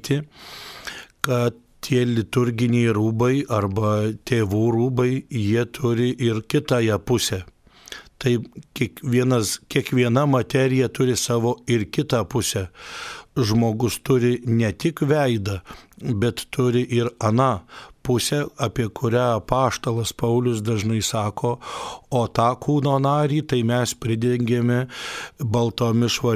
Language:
Lithuanian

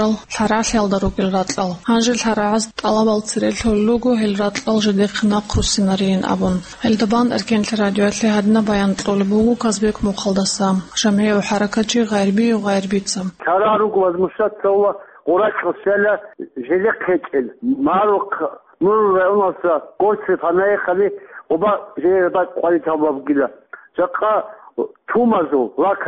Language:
Avaric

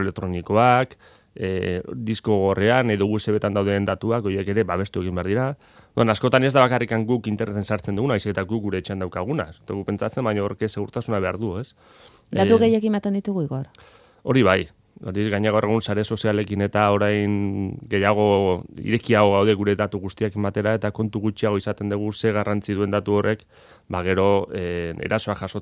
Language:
Basque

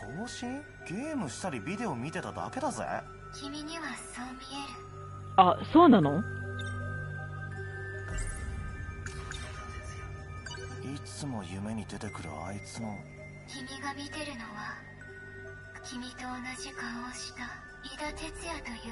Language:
Japanese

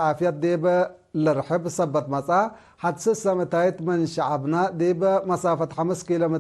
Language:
Tigre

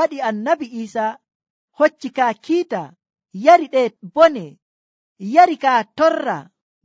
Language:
Nigerian Fulfulde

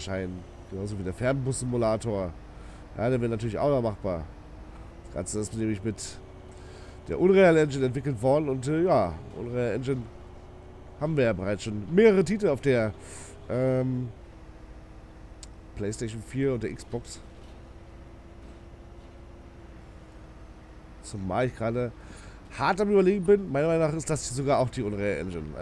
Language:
German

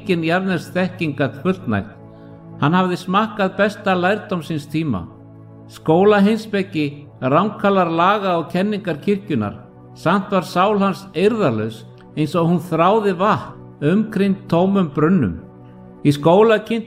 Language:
Icelandic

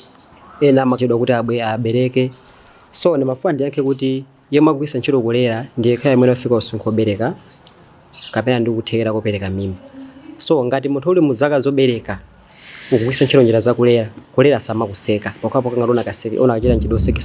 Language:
Nyanja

